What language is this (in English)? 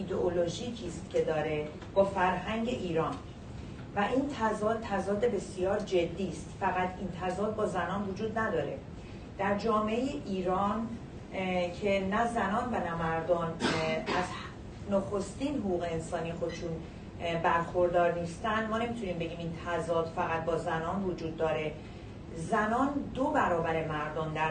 Persian